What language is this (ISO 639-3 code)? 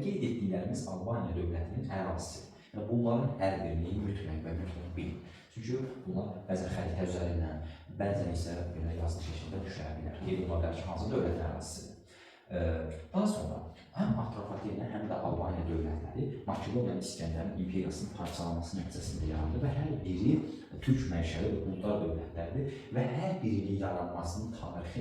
aze